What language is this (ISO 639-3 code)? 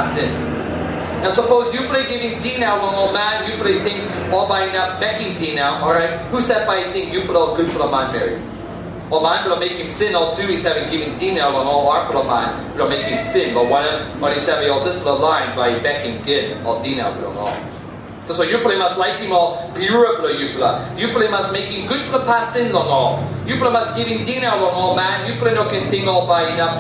tpi